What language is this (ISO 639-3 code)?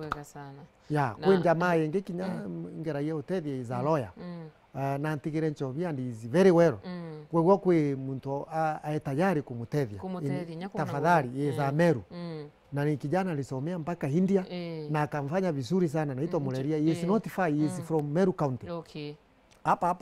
mer